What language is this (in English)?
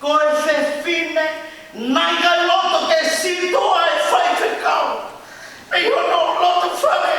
Tongan